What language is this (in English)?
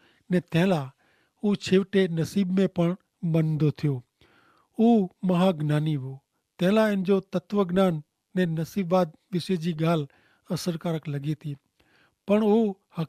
Kachhi